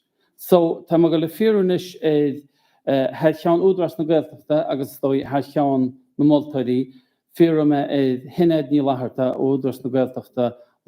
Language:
Irish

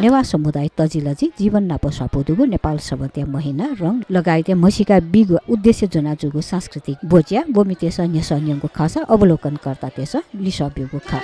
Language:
Newari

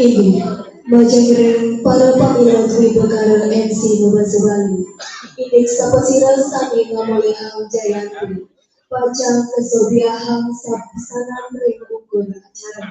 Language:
Balinese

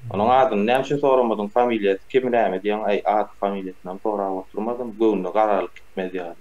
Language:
Turkmen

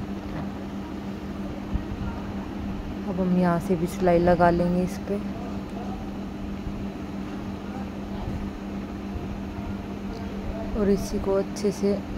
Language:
Hindi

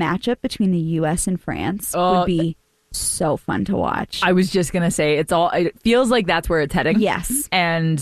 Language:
English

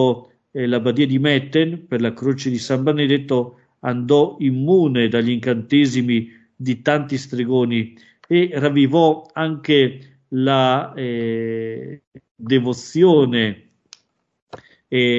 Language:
Italian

